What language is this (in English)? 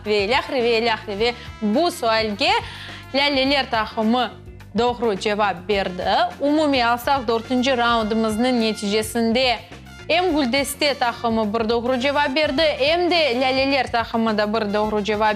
Crimean Tatar